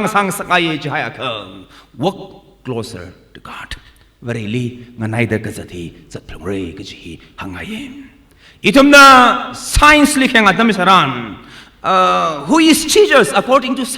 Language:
Tangkhul Naga (India)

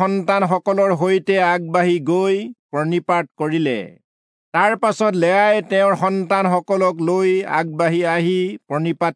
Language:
Assamese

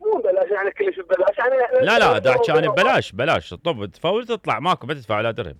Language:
Mesopotamian Arabic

